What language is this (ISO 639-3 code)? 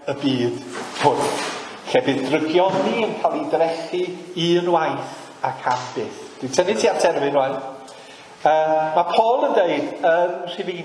cym